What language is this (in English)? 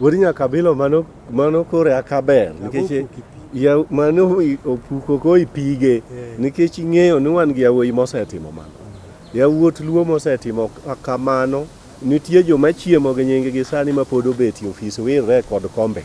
Luo (Kenya and Tanzania)